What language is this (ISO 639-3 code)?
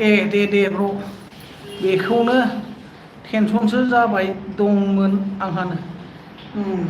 brx